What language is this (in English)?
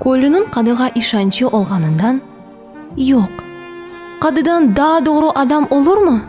Crimean Tatar